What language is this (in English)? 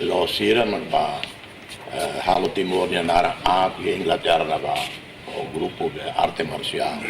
Tetum